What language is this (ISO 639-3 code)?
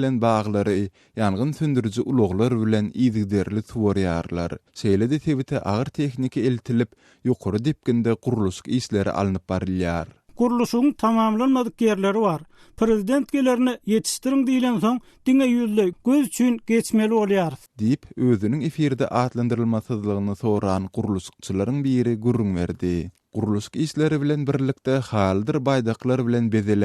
tuk